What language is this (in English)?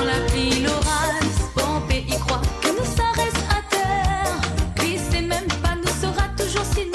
Morisyen